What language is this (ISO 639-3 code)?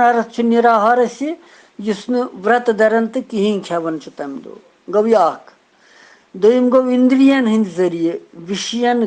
kas